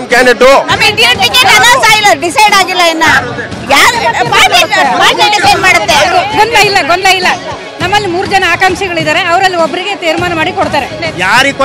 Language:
Kannada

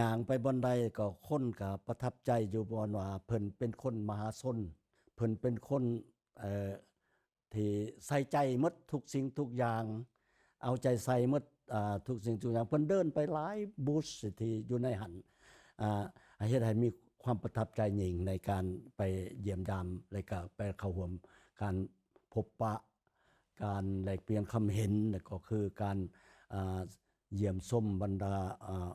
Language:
Lao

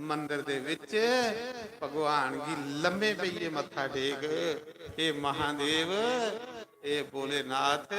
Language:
Dogri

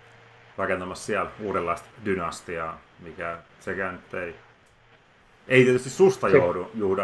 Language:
Finnish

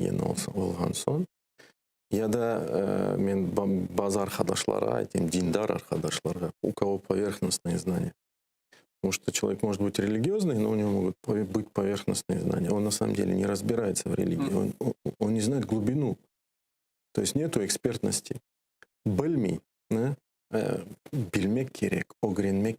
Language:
Crimean Tatar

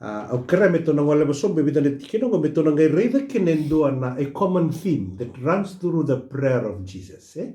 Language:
Fijian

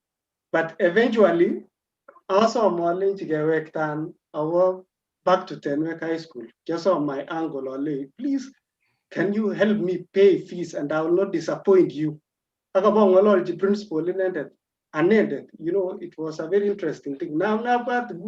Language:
Kalenjin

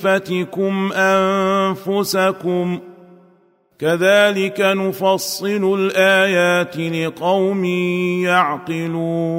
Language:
Arabic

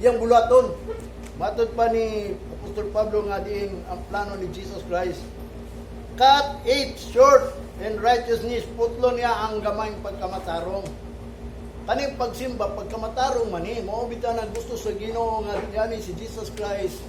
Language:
Cebuano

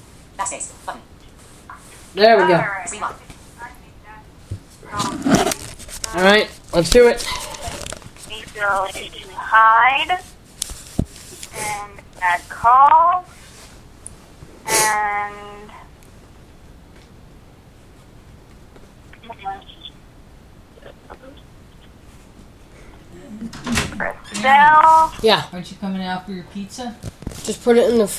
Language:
English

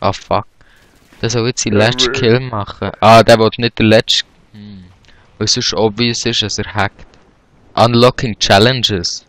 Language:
Swiss German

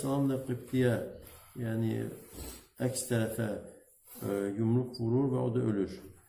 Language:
Azerbaijani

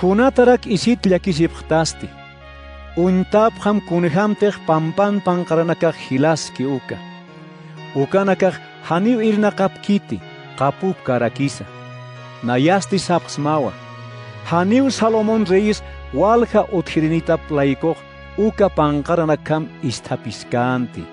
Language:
Aymara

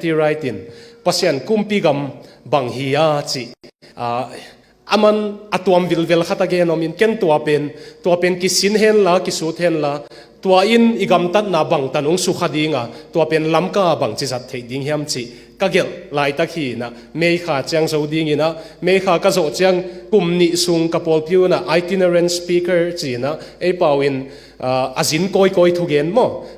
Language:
Tedim Chin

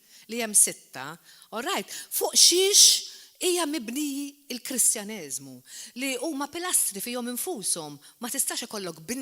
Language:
Maltese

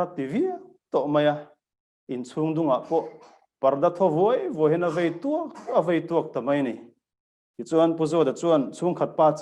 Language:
Mizo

